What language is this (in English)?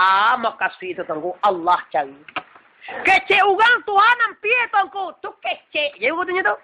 Minangkabau